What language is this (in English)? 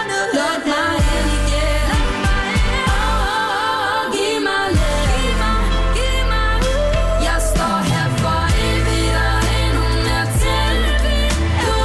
Danish